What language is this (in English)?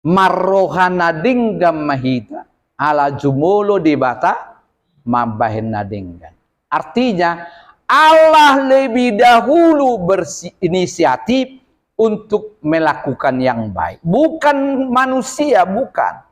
Batak Toba